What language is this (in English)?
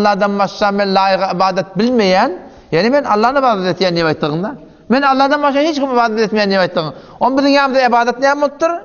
Turkmen